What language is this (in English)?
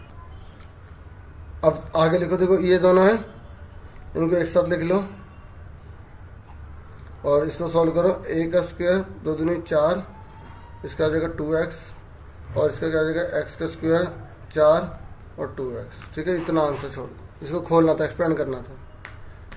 Hindi